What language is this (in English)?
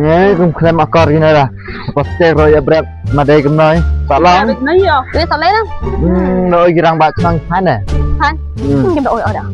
Khasi